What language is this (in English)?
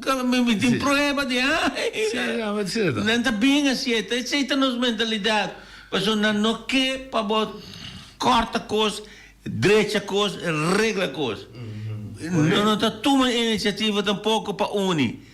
Papiamento